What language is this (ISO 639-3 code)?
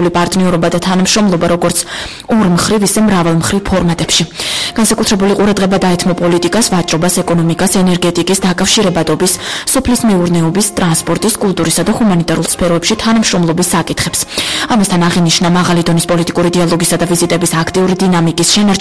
kat